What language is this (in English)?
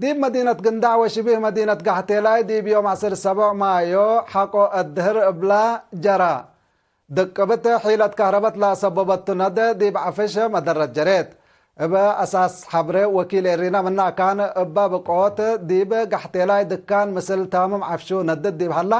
Tigre